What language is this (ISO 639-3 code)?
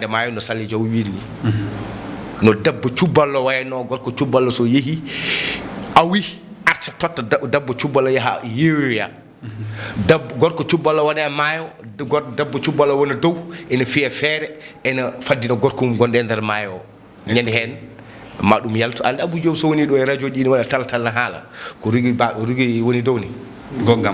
ful